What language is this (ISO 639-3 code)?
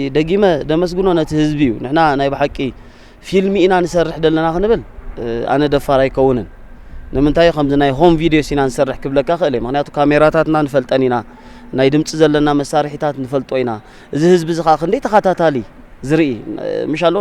tir